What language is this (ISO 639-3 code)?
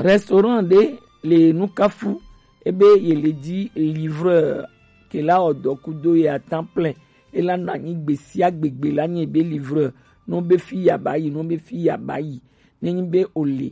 gej